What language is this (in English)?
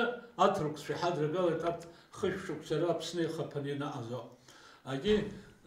Abkhazian